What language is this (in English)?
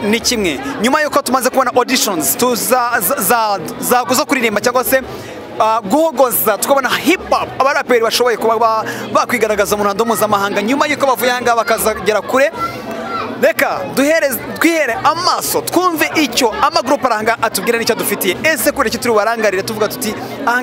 Kinyarwanda